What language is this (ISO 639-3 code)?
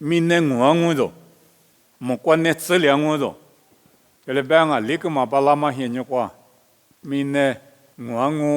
lis